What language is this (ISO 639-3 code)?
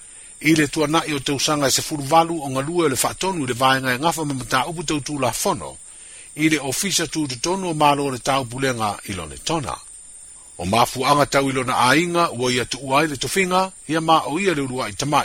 smo